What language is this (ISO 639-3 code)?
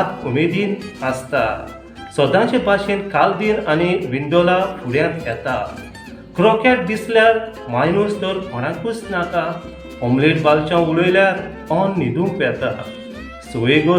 kok